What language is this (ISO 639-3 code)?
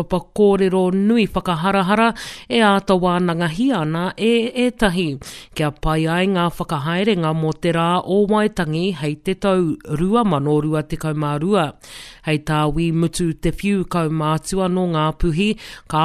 mri